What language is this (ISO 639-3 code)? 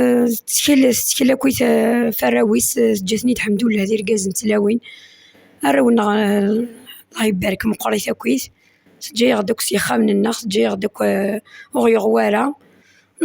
kab